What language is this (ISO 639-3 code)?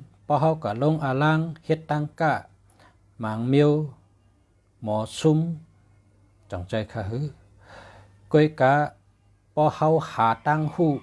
shn